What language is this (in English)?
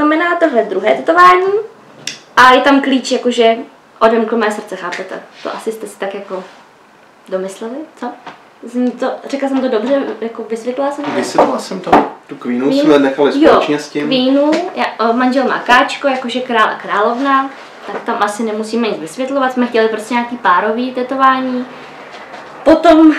Czech